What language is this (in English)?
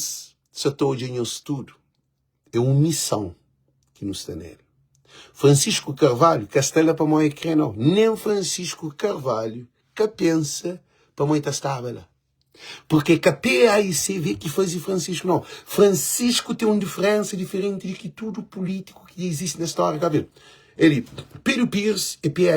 Kabuverdianu